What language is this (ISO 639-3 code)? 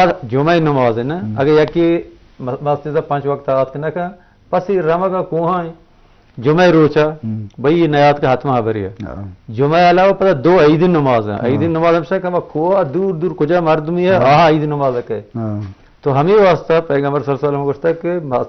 bgp